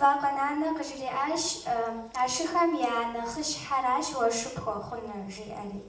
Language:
Kabardian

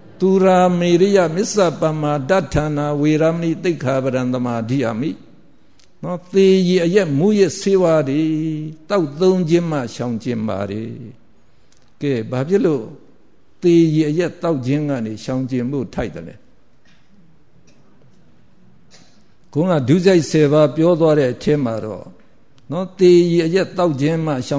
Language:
Burmese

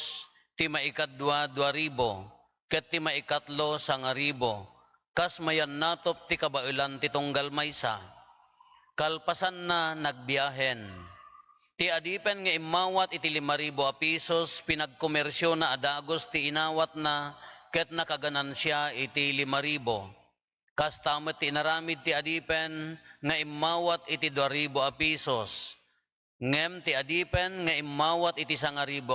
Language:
Iloko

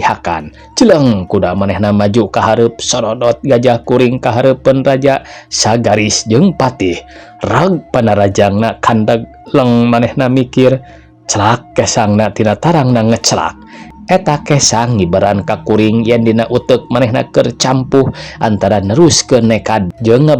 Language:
Sundanese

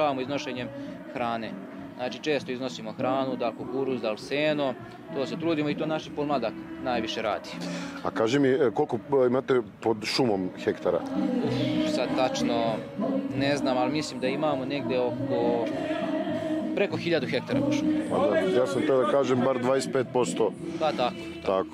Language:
Serbian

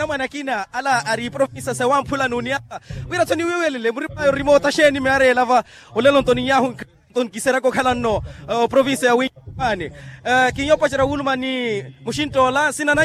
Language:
Makhuwa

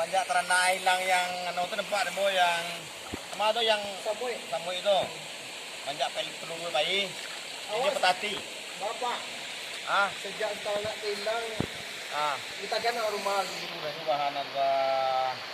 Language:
Minangkabau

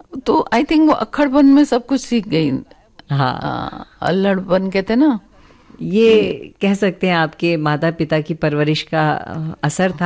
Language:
Hindi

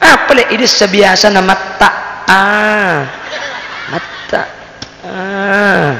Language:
Madurese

